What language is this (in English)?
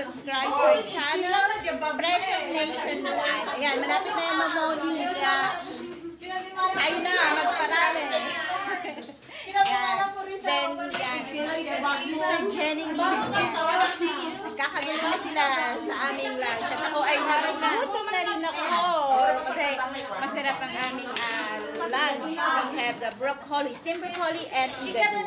Filipino